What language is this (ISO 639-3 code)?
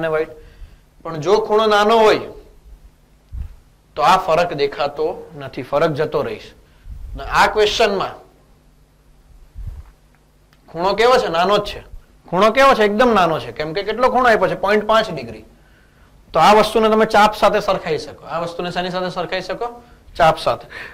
guj